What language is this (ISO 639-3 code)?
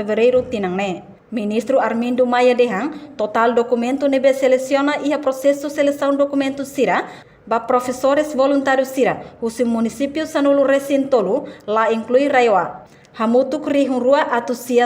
tet